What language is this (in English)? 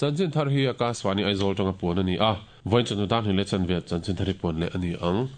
Mizo